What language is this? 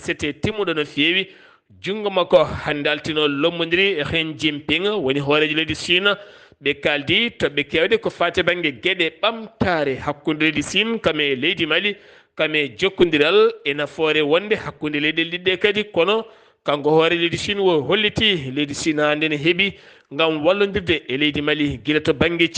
Fula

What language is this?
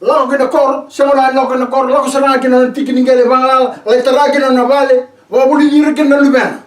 Fijian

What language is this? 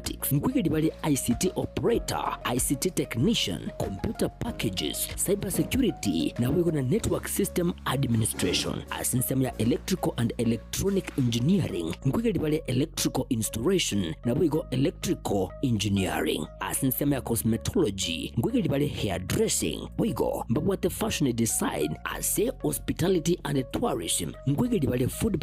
Gusii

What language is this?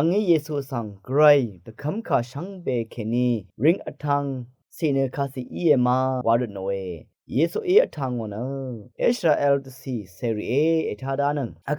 Rawang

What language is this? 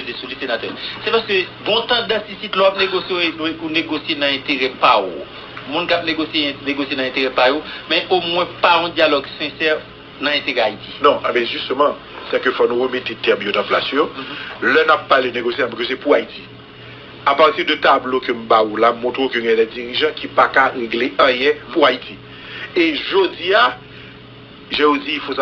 Haitian Creole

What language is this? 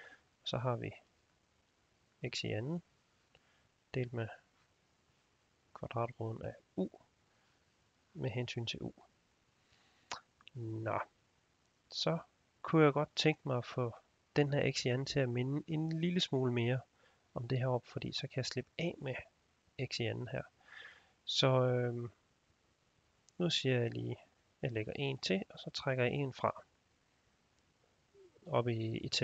Danish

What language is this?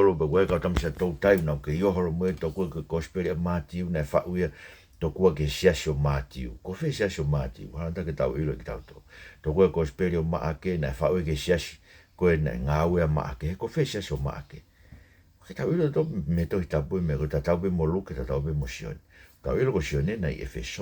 Tongan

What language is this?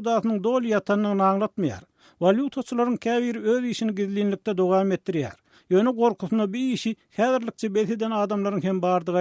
Turkmen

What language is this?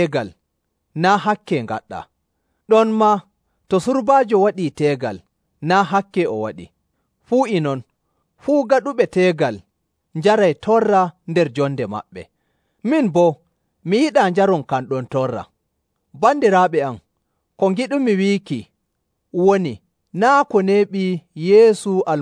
Nigerian Fulfulde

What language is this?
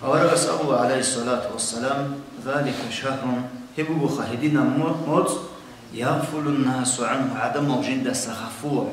Avaric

